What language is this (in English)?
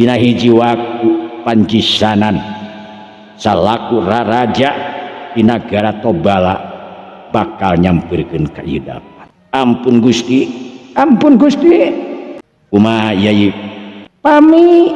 Sundanese